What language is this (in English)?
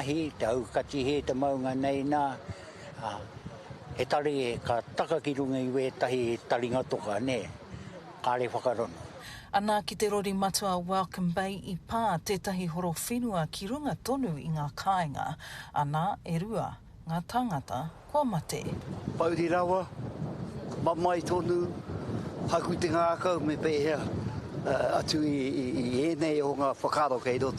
Māori